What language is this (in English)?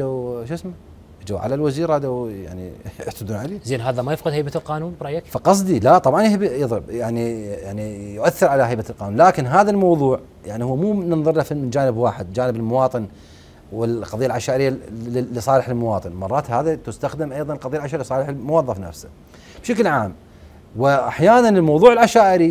Mesopotamian Arabic